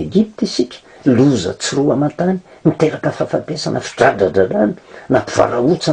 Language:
Malagasy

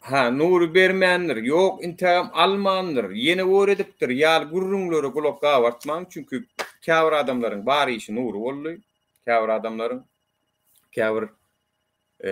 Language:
Turkmen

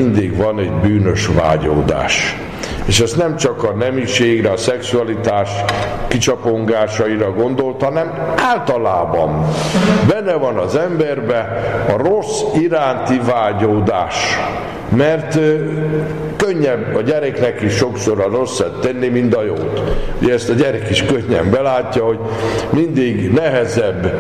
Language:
Hungarian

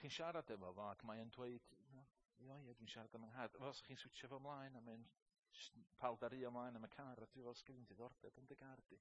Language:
Welsh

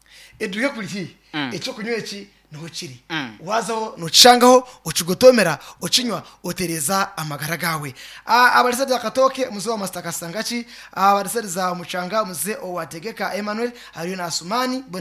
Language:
Nyankole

